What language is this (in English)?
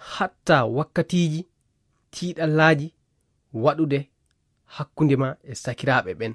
Fula